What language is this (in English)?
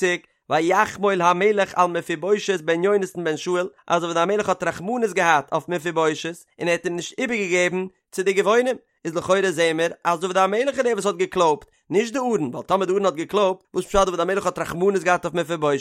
Yiddish